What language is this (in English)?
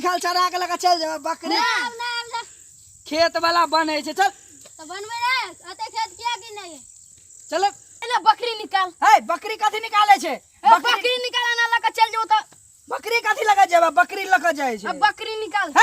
Maithili